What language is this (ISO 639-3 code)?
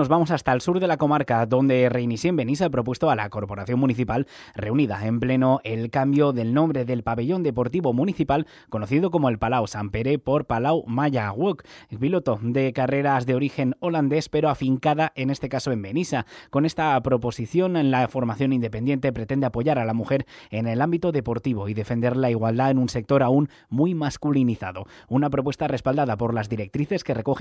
spa